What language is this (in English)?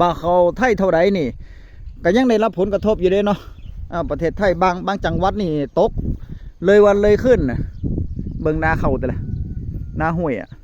Northeastern Thai